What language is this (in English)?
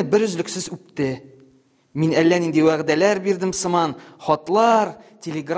Tatar